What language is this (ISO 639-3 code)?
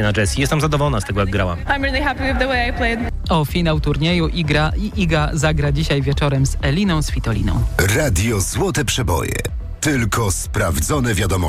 pol